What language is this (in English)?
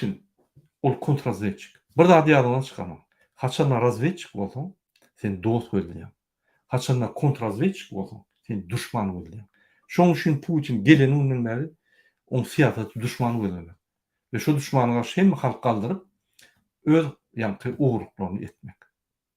Turkmen